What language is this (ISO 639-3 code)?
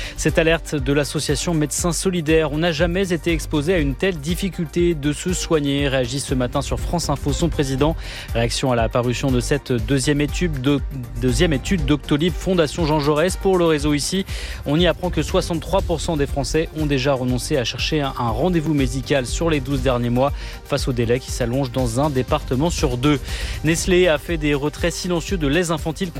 fra